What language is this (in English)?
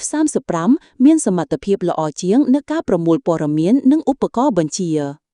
Khmer